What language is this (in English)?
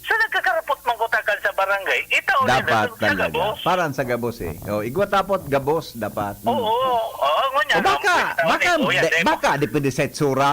Bikol